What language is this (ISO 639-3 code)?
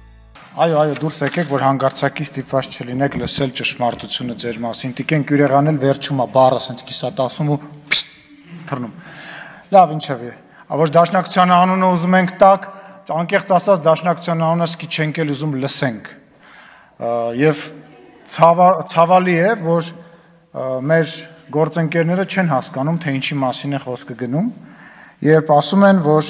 hye